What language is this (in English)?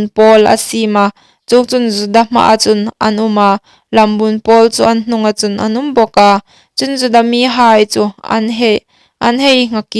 Hmar